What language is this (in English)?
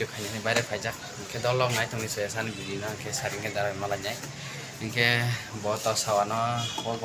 Kok Borok